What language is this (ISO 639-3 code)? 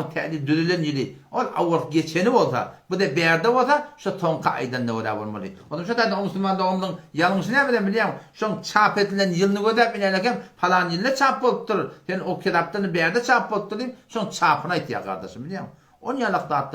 tuk